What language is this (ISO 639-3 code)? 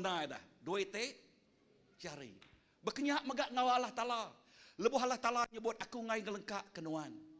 iba